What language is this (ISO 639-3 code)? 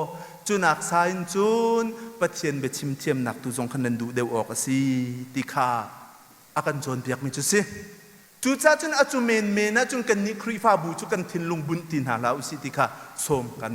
cnh